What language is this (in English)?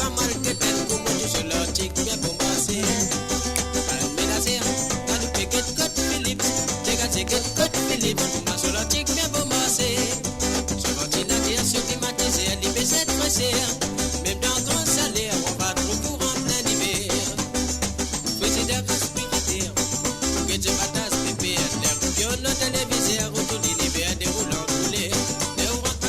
Morisyen